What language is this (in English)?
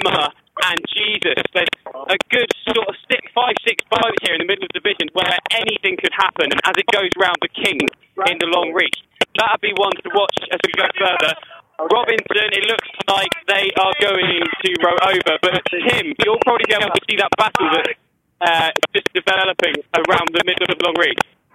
English